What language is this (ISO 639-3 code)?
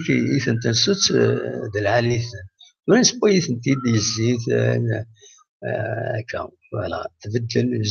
kab